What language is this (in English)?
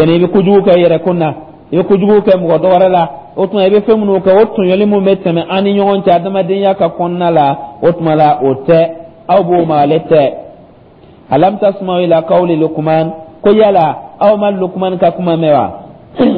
Dyula